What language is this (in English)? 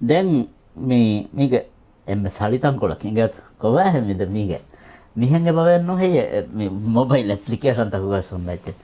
Divehi